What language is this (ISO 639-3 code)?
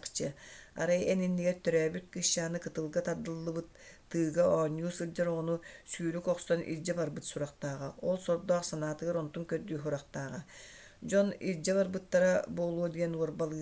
sah